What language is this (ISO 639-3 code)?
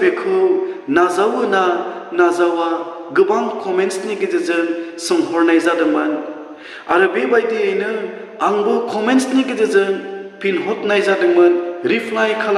brx